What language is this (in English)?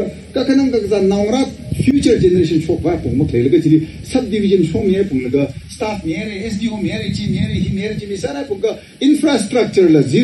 Tangkhul Naga (India)